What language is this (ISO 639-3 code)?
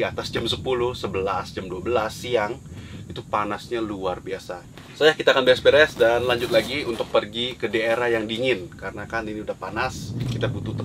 ind